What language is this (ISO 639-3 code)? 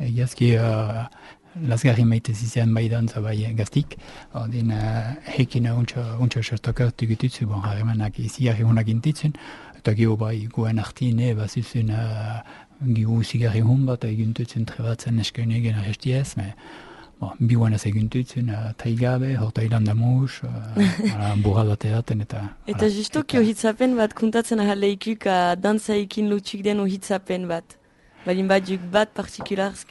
eus